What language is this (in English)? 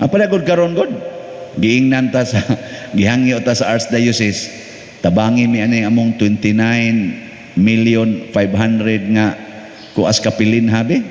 Cebuano